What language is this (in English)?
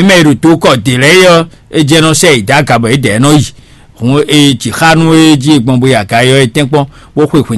Fon